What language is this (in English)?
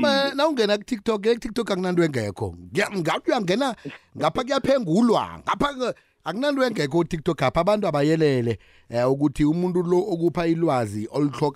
South Ndebele